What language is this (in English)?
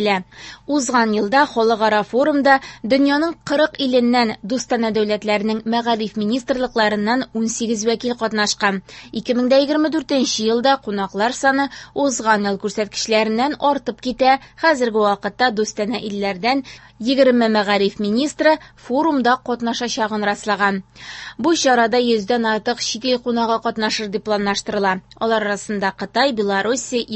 Tatar